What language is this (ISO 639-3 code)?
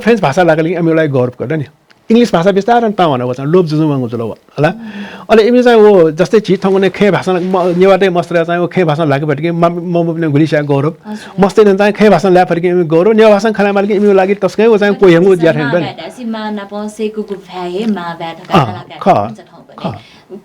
new